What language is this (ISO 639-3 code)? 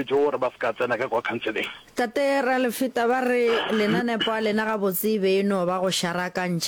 nso